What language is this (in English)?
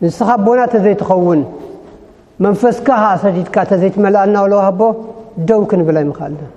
Tigrinya